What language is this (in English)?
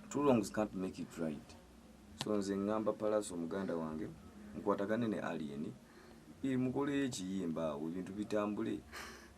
Ganda